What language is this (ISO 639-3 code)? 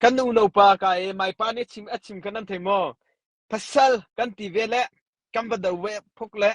cnh